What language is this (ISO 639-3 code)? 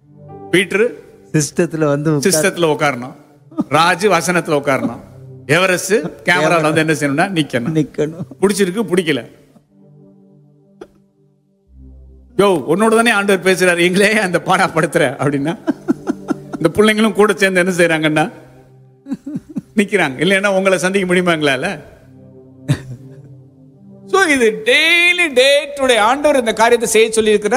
tam